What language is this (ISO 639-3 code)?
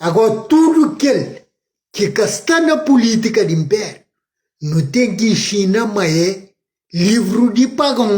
kea